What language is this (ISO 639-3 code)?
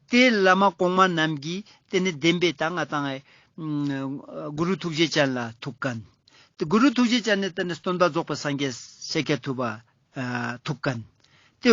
lbj